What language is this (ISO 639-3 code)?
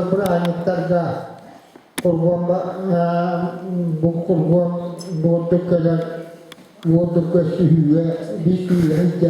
sah